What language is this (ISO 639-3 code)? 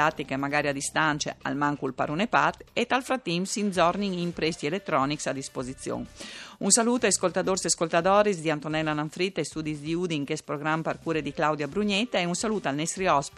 fur